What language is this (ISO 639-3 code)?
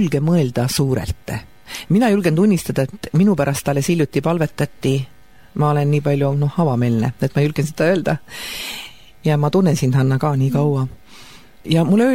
est